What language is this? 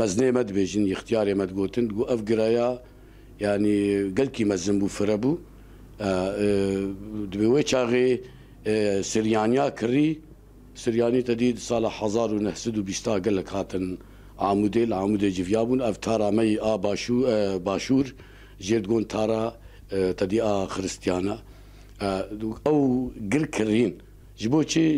Kurdish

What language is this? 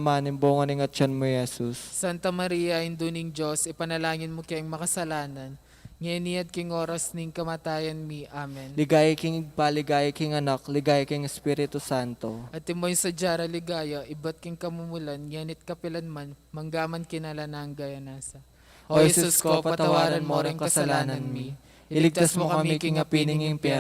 Pampanga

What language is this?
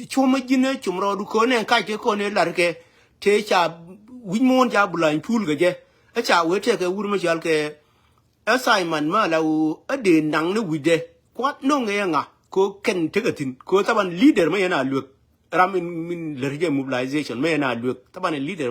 Nuer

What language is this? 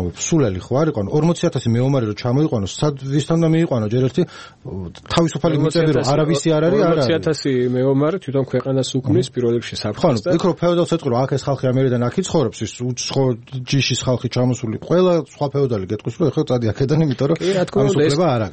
Georgian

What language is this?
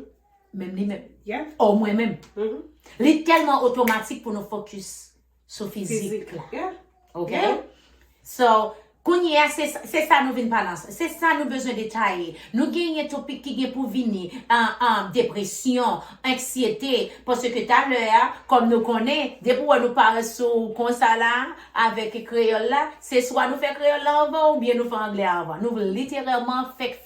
Haitian Creole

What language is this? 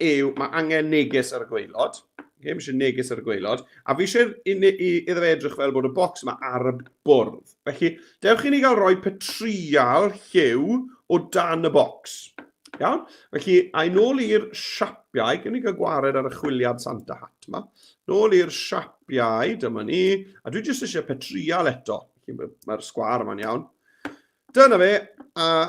Welsh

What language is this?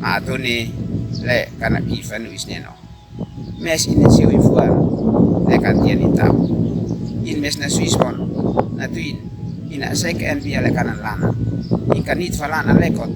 Uab Meto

